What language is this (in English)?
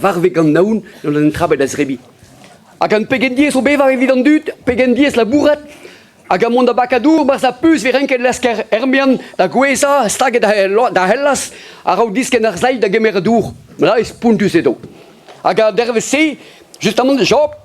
Breton